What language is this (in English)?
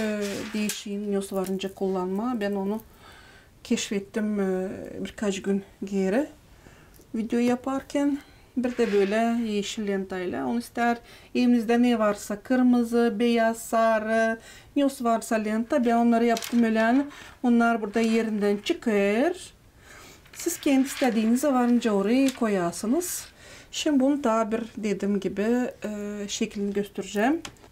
Gagauz